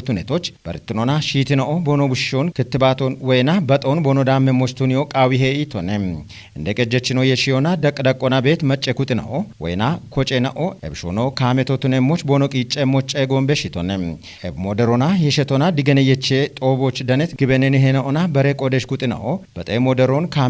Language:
Kafa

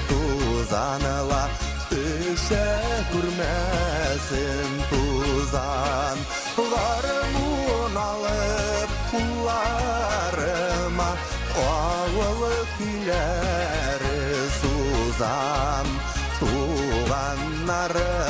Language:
Bashkir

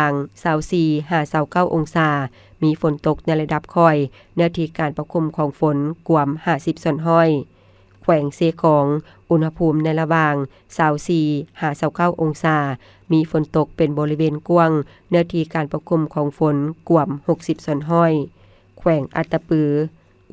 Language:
Lao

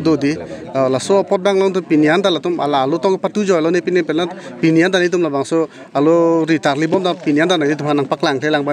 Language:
Karbi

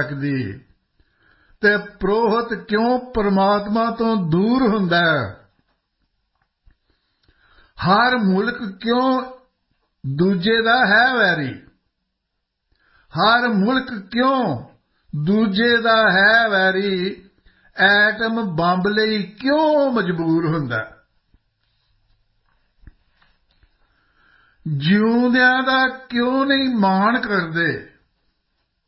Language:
Punjabi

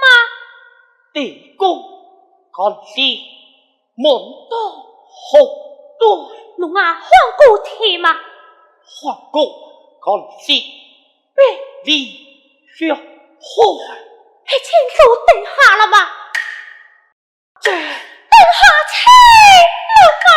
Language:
Pu-Xian Chinese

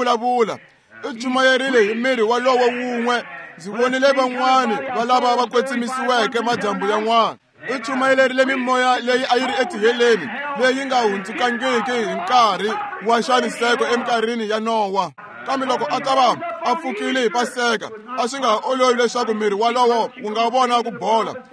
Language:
Tsonga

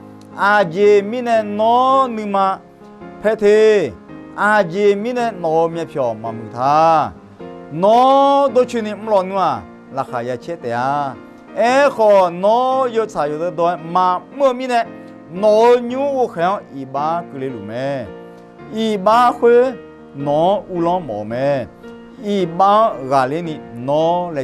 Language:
Akha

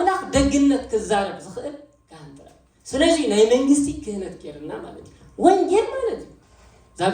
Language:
Tigrinya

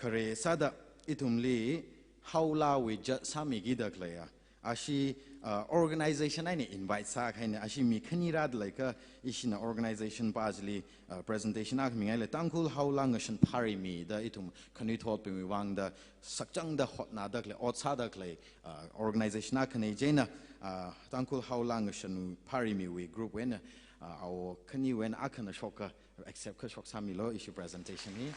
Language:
Tangkhul Naga (India)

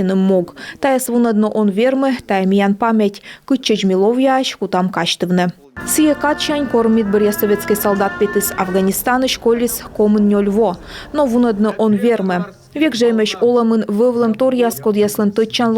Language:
Komi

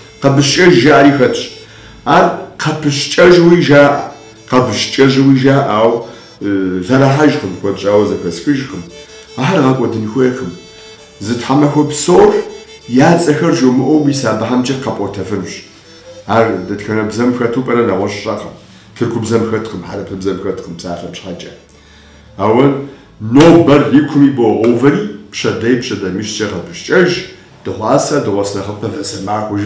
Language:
Kabardian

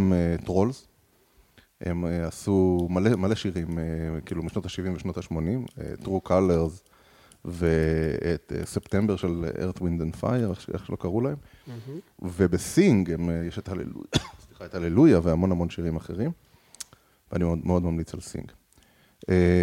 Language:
Hebrew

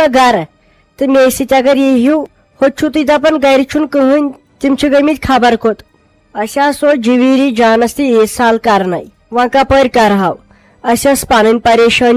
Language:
Kashmiri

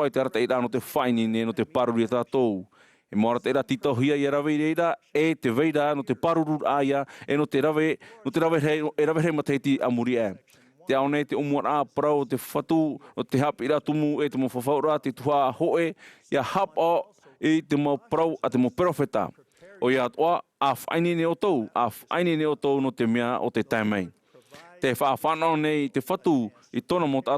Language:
Tahitian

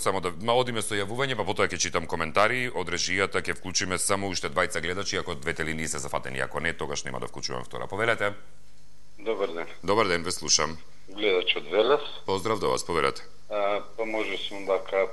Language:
Macedonian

